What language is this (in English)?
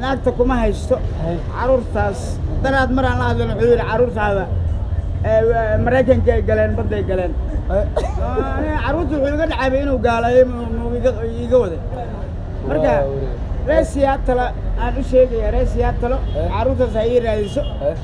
Somali